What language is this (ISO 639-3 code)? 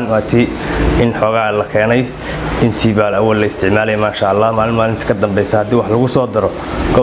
som